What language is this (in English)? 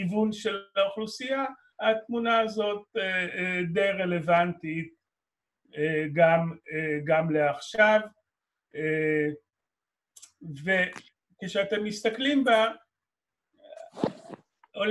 Hebrew